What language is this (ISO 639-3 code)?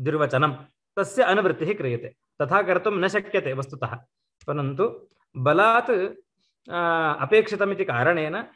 san